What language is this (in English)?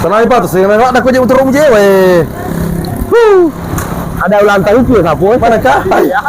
Buginese